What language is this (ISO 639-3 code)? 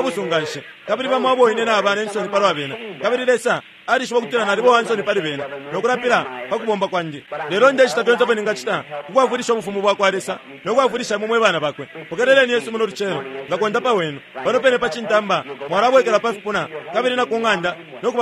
bem